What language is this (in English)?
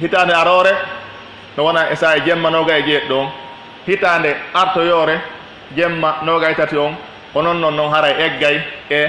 Pular